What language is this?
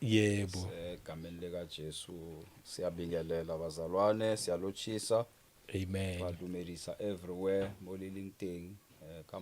Zulu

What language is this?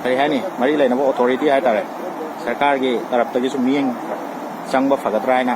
Manipuri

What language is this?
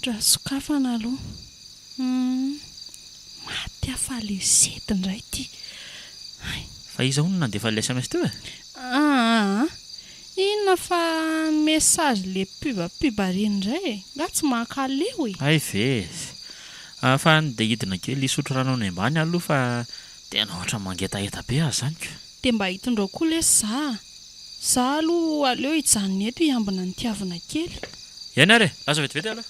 Malagasy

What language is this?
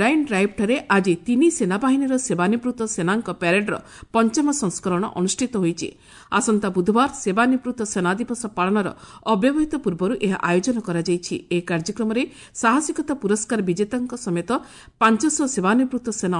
Odia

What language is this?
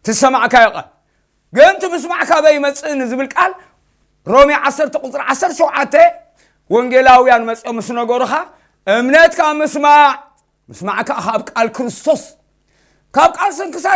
Tigrinya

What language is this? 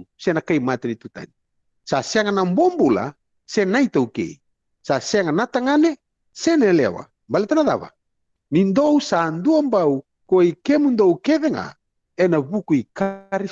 Fijian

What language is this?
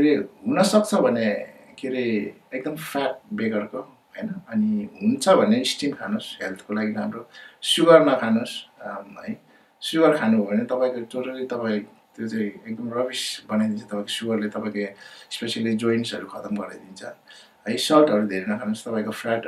Nepali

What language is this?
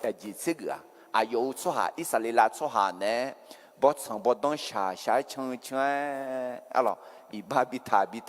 Akha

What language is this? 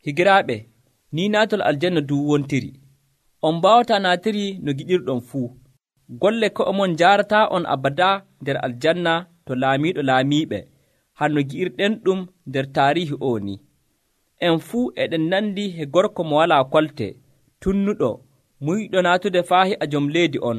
Nigerian Fulfulde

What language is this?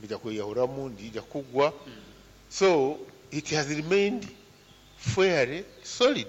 Nyankole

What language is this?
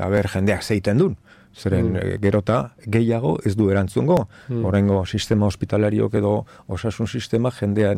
Basque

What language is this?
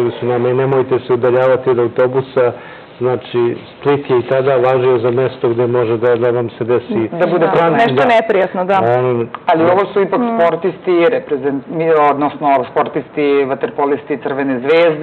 Serbian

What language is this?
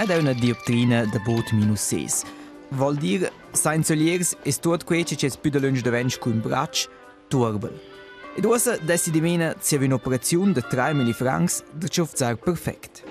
Romansh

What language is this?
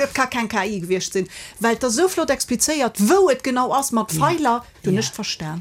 Luxembourgish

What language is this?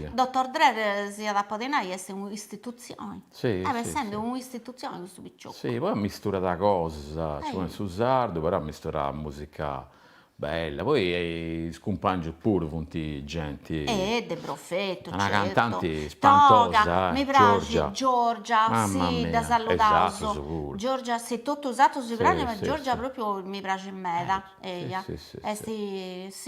Sardinian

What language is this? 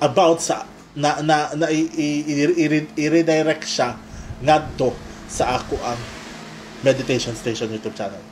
Cebuano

